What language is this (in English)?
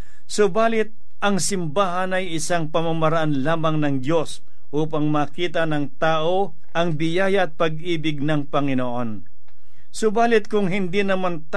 Filipino